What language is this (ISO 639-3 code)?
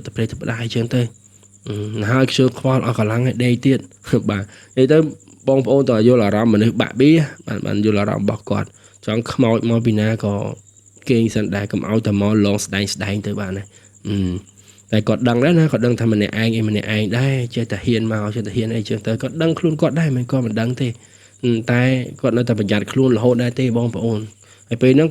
khm